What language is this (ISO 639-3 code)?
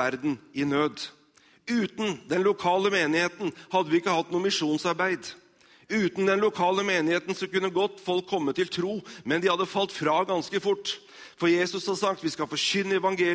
nor